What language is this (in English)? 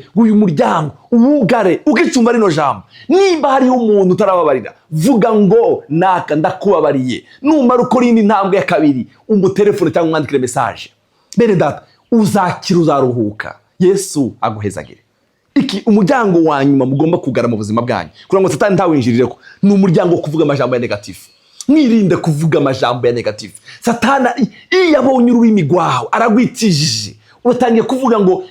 Rundi